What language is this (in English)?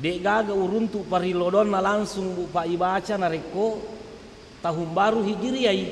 Buginese